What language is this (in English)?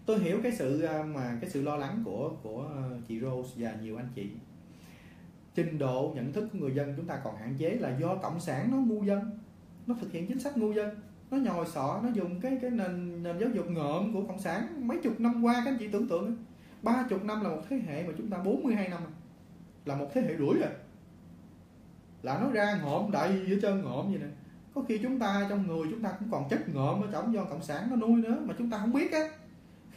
Vietnamese